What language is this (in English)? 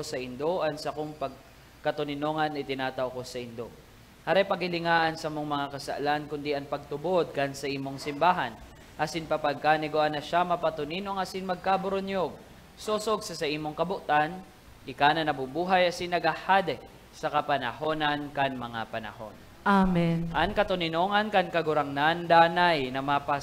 Bikol